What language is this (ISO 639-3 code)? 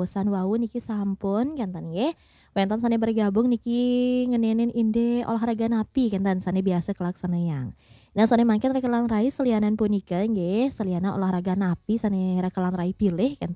ban